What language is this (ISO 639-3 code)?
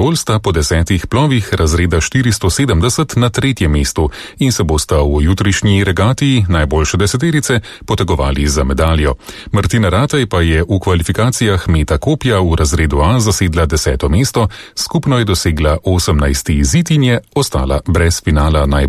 slv